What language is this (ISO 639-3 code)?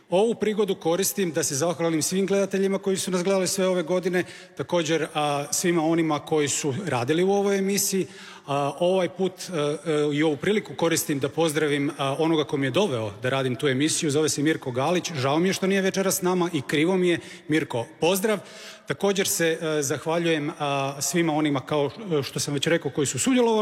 hrv